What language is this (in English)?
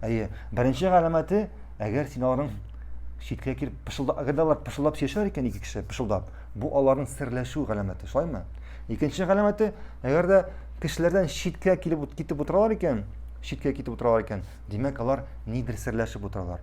Tatar